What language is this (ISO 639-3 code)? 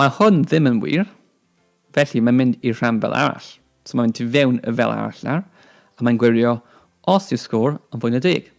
cym